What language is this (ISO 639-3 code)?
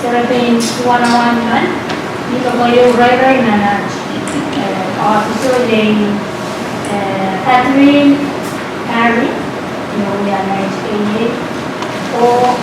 pon